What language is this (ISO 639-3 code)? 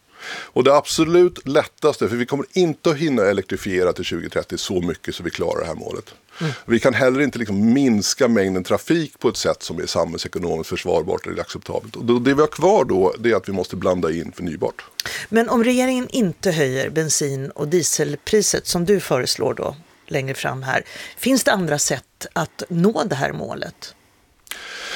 swe